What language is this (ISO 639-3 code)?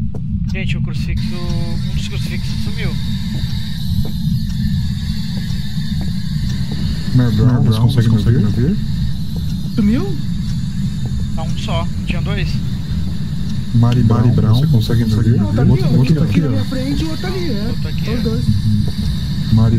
por